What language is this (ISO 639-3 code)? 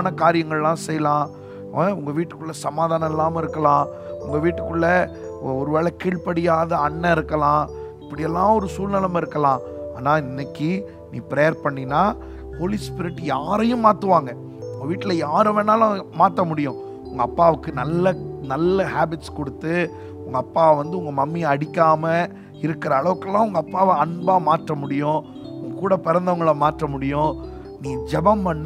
tam